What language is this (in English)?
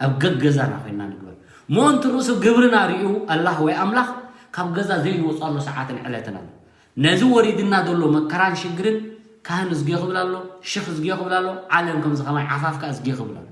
Tigrinya